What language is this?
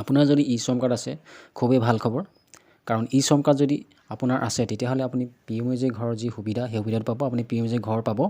Assamese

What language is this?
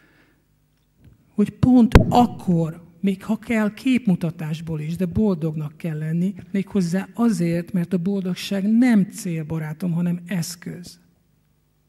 Hungarian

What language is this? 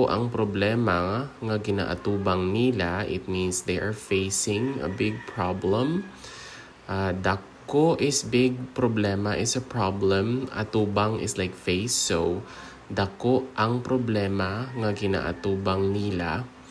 Hiligaynon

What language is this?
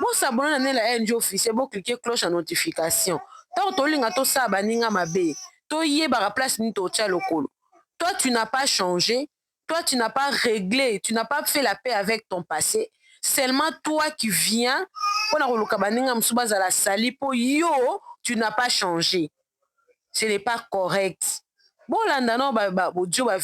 Lingala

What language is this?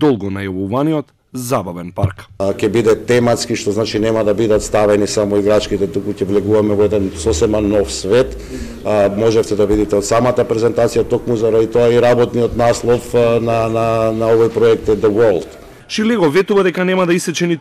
Macedonian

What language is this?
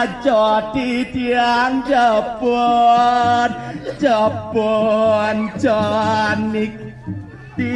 Balinese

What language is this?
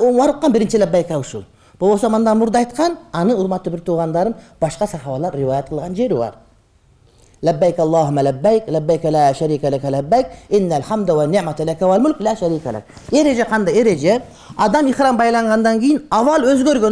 Kyrgyz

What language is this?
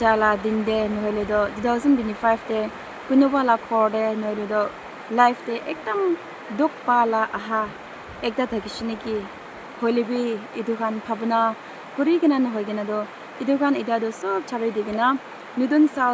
Naga Pidgin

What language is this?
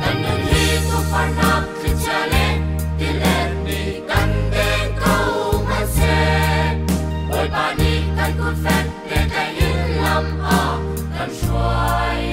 Hakha Chin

